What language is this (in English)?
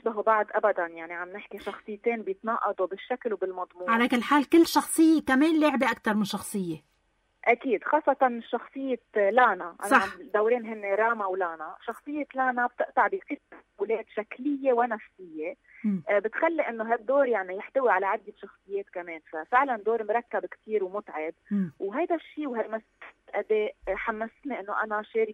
North Levantine Arabic